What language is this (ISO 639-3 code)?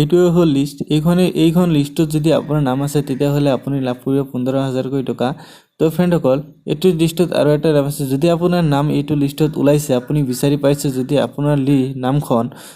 asm